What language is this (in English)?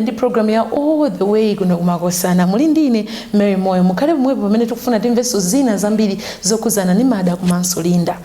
Nyanja